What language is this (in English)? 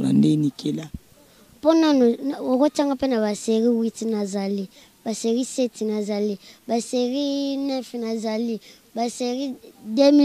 Lingala